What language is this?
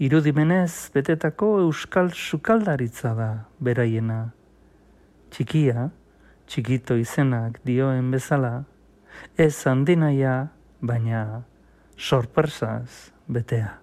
Basque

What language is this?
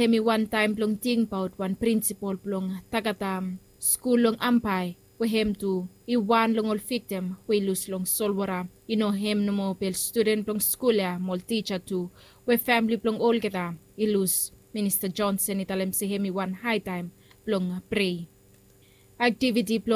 Bislama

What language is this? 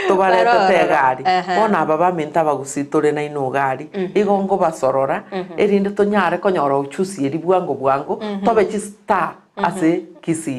Gusii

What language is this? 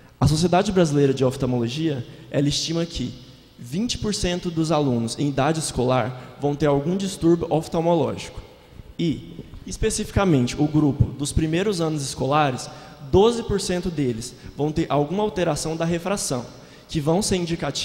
Portuguese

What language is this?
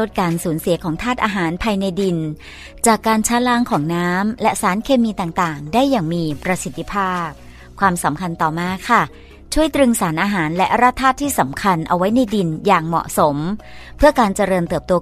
Thai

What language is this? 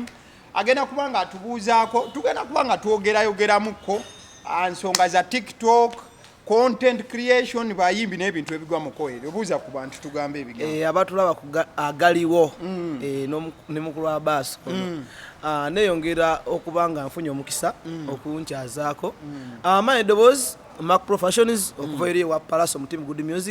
Ganda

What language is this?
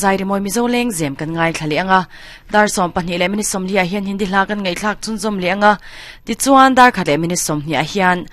Mizo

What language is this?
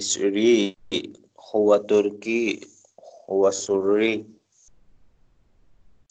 Urdu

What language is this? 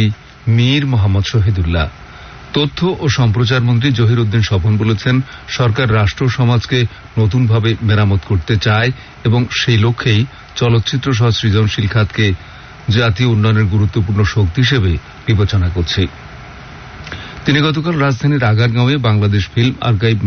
Bangla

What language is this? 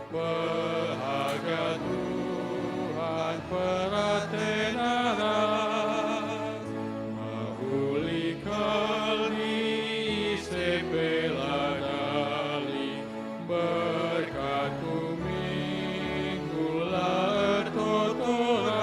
Batak Karo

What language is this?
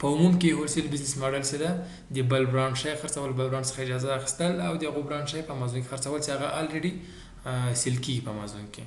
Pashto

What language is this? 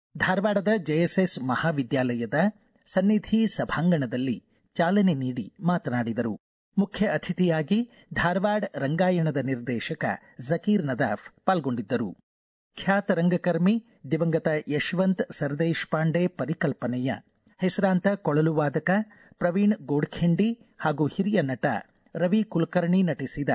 Kannada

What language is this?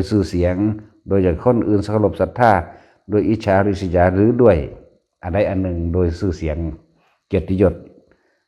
Lao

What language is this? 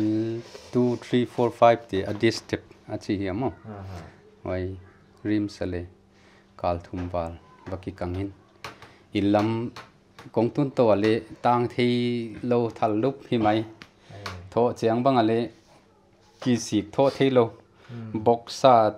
Paite Chin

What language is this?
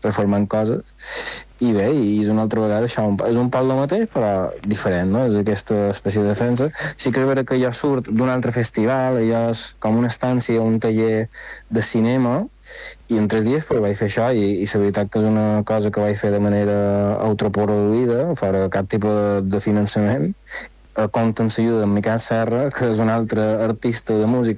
Catalan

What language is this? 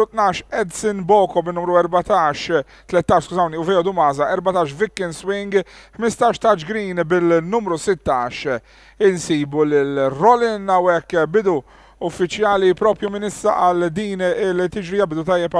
Maltese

